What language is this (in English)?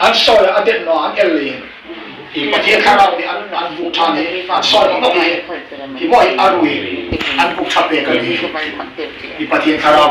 Hmar